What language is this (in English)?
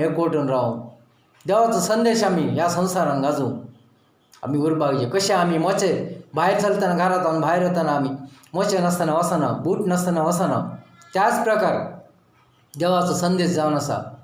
Konkani